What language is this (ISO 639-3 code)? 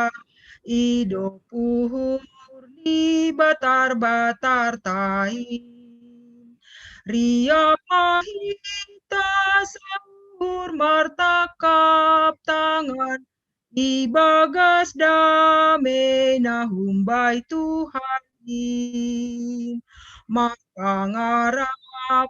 bts